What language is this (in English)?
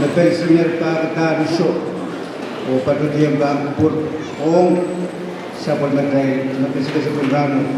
Pohnpeian